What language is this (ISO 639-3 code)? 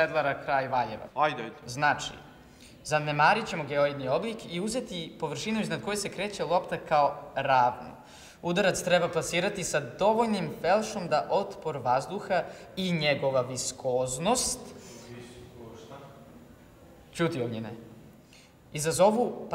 srp